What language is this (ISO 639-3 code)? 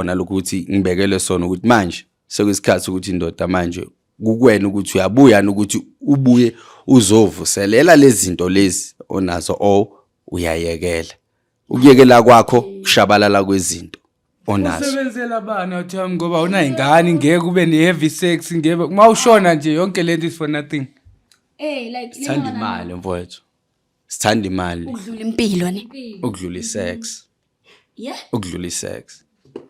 zul